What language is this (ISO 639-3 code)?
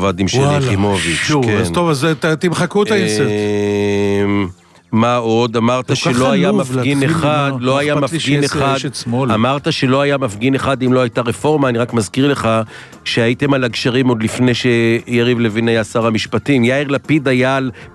heb